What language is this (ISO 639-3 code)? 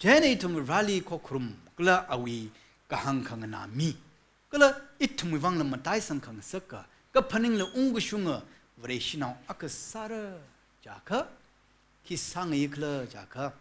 nmf